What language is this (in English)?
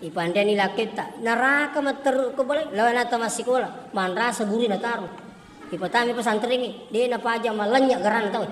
Buginese